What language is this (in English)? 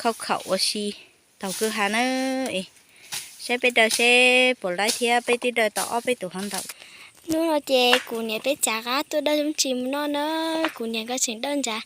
Hmong